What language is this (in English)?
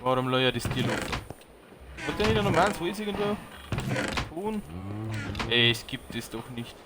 Bavarian